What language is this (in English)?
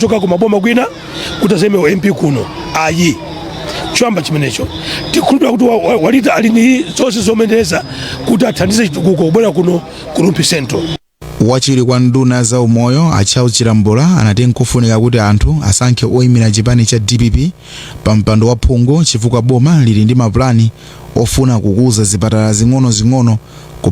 Nyanja